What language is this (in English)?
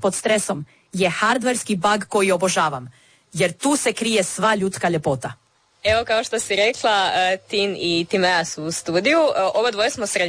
Croatian